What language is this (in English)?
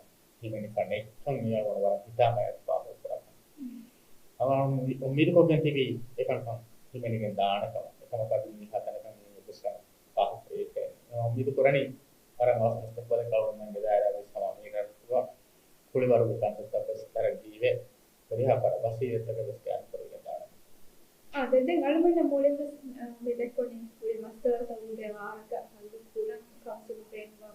Divehi